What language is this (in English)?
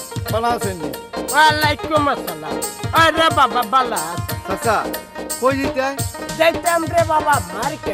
Sylheti